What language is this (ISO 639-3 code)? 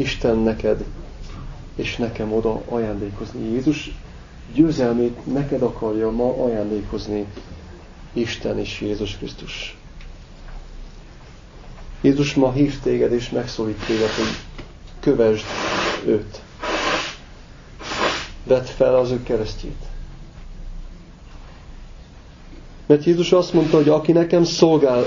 hun